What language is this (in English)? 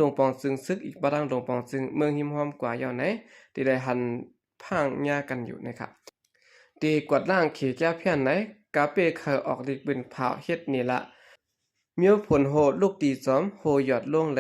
Shan